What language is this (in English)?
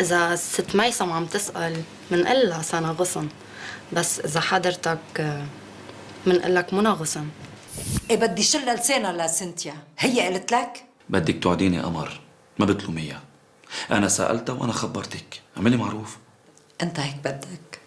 North Levantine Arabic